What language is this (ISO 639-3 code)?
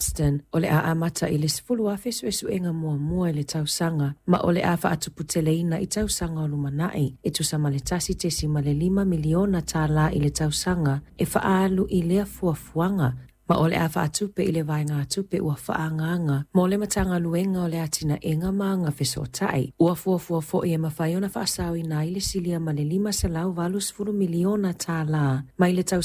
smo